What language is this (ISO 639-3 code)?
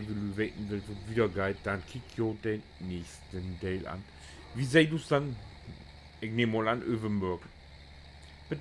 nds